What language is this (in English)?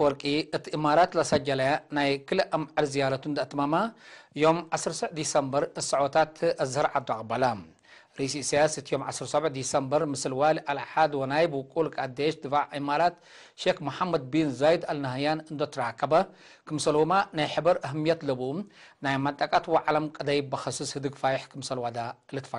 Tigre